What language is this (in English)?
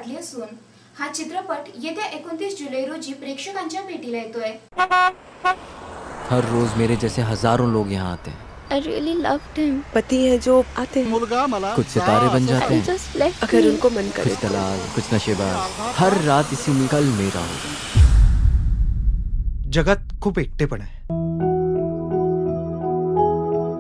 Marathi